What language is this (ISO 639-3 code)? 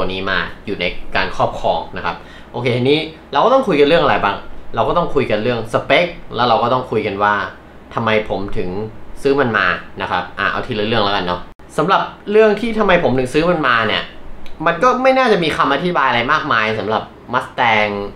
tha